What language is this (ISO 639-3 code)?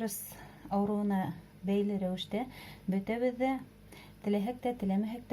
bak